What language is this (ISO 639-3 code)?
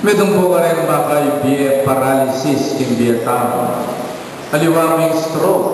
pam